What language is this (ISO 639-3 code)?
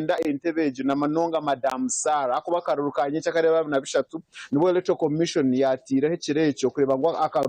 nyn